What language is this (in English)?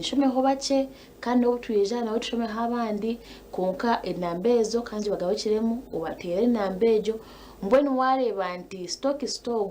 Nyankole